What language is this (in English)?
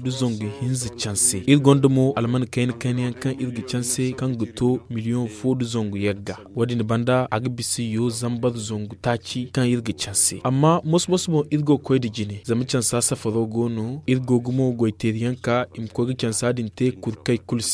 Zarma